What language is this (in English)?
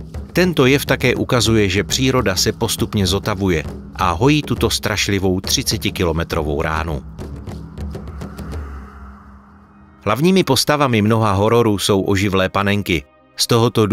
Czech